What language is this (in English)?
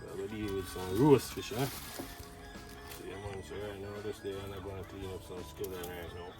Jamaican Creole English